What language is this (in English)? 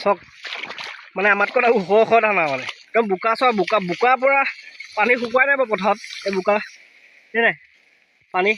Assamese